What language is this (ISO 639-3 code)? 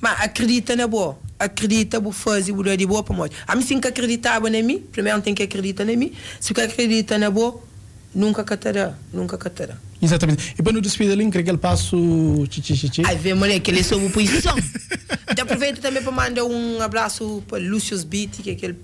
kea